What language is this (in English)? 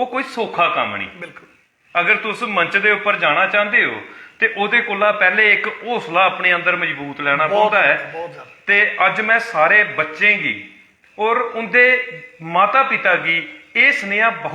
Dogri